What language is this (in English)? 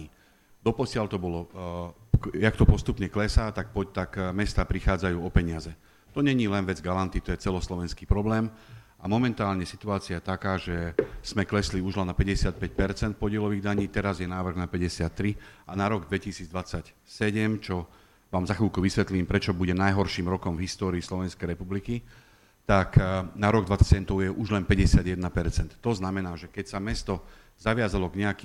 Slovak